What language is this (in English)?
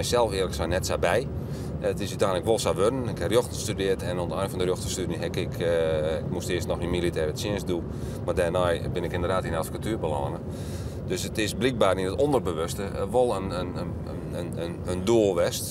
Western Frisian